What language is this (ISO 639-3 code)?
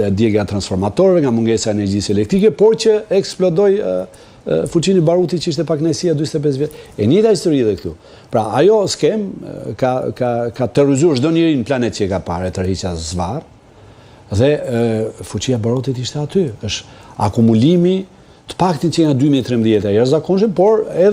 sqi